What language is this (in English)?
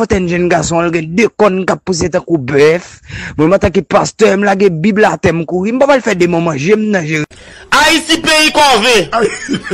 Haitian Creole